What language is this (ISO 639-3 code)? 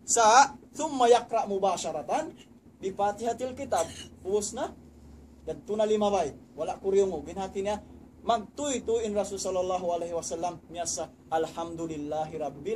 tsg